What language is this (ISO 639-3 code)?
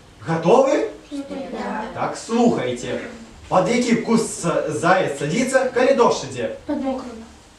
bel